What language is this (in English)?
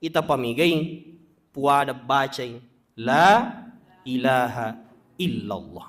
Buginese